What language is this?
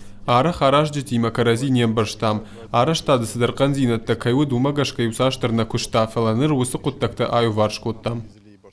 Ossetic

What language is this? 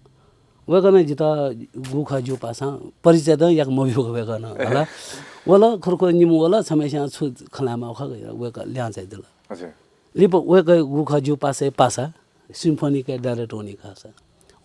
Newari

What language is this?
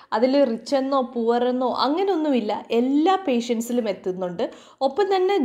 Malayalam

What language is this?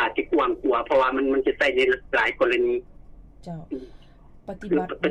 Lao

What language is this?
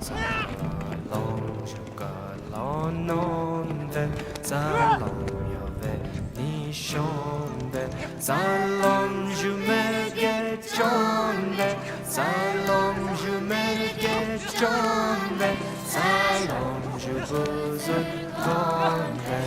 Persian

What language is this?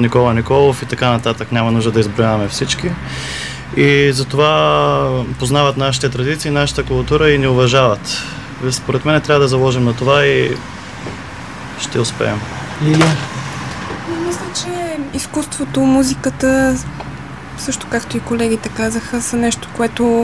Bulgarian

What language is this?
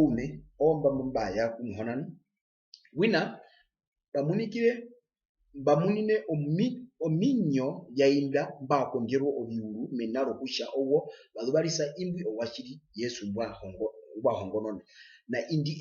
Herero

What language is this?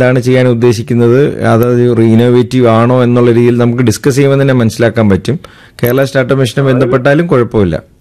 Malayalam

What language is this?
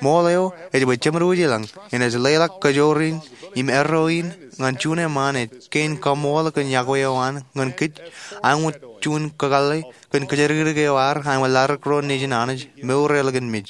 Marshallese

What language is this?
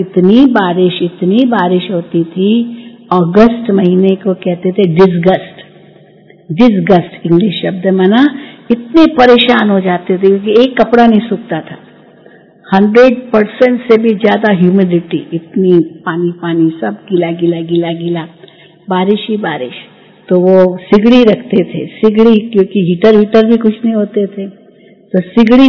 Hindi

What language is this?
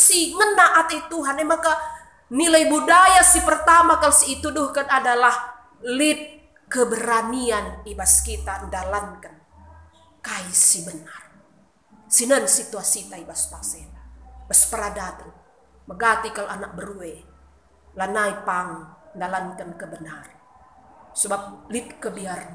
Batak Karo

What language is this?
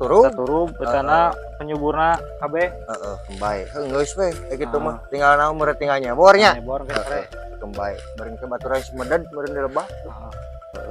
Sundanese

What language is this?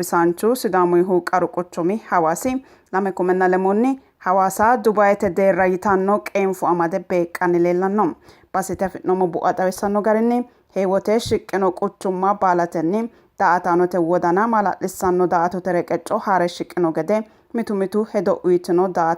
Sidamo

